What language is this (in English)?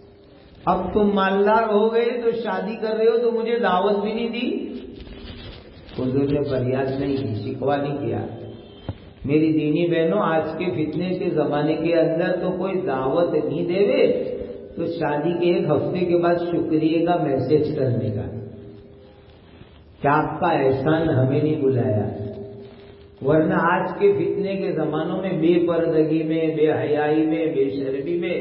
Urdu